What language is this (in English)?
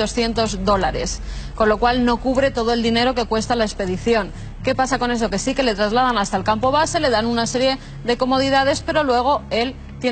Spanish